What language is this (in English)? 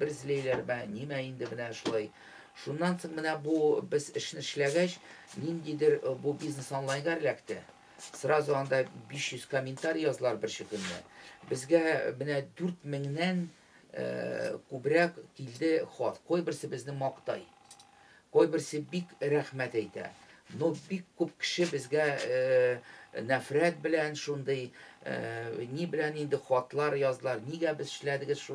Tatar